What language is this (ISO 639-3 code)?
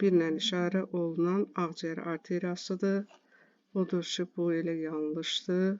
aze